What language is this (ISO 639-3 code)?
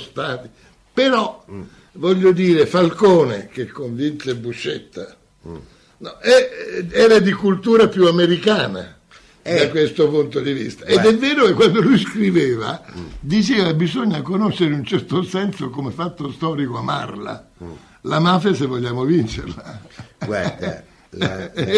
ita